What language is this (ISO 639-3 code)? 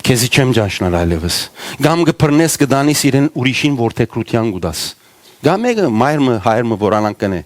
hyw